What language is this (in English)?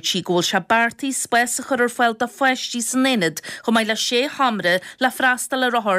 Irish